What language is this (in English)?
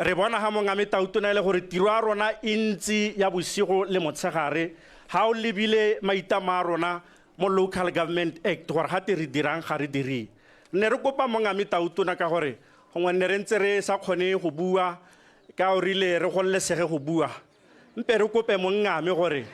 Tswana